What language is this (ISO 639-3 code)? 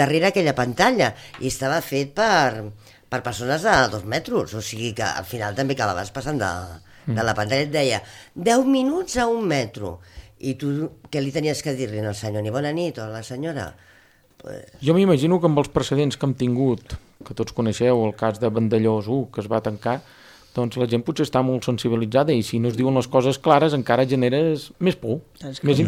cat